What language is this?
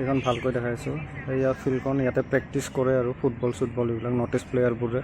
Assamese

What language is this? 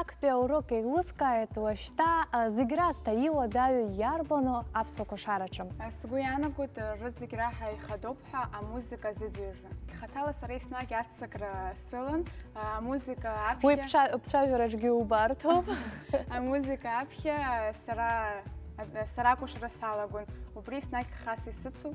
Abkhazian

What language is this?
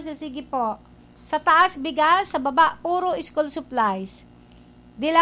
Filipino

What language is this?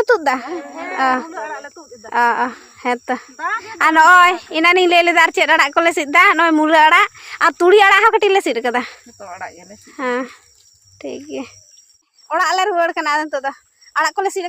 Santali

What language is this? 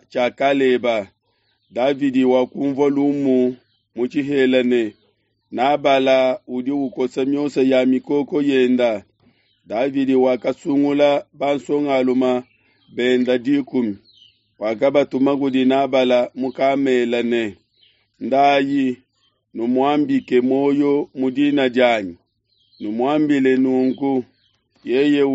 Luba-Lulua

